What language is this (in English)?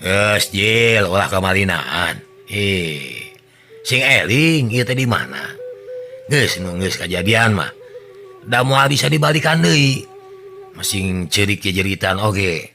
Sundanese